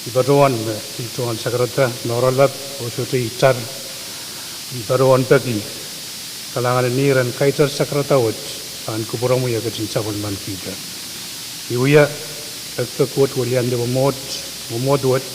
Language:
Pohnpeian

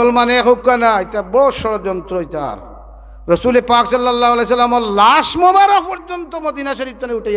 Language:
Sylheti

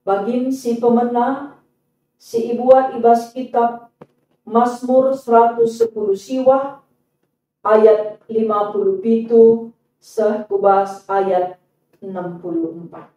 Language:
Batak Karo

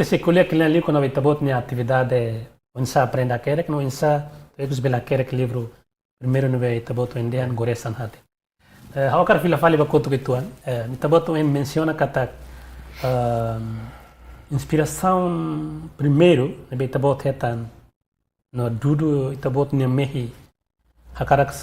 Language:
Tetum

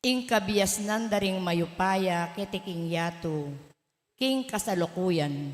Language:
Pampanga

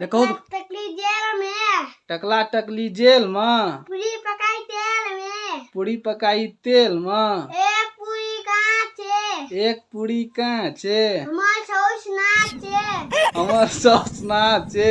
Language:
Maithili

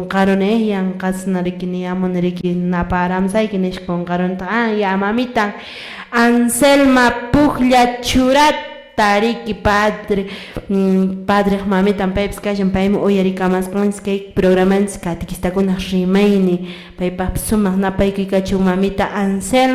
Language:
Quechua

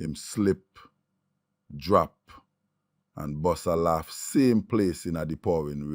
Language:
Jamaican Creole English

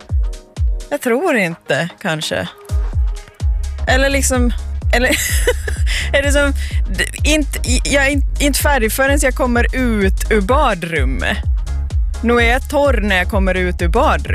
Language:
Swedish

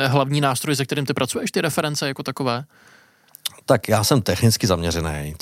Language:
Czech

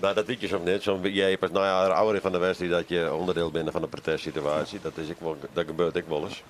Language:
Western Frisian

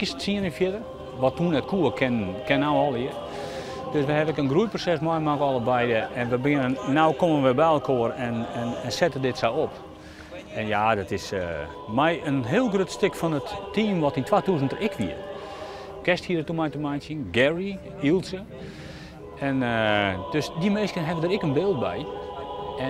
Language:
Western Frisian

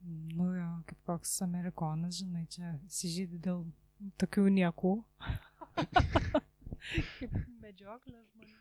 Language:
Lithuanian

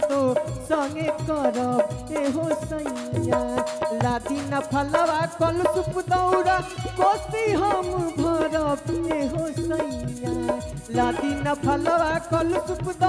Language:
Bhojpuri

